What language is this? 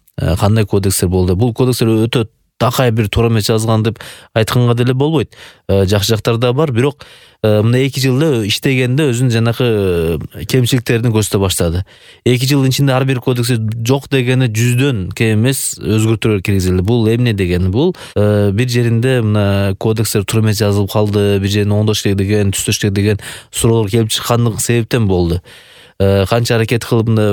Kyrgyz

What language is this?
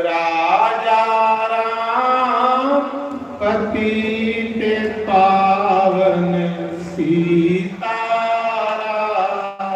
Dogri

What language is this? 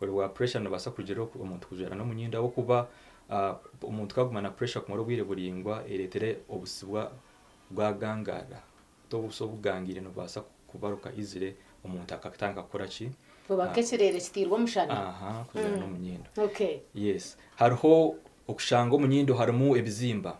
Nyankole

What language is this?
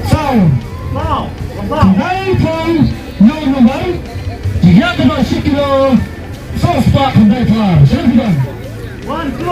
Khasi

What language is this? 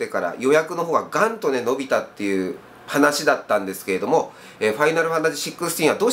Japanese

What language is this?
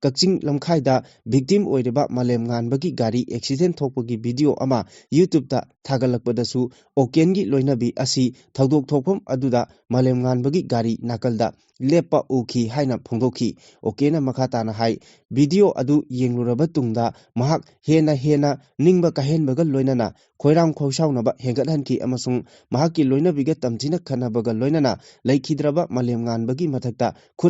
Manipuri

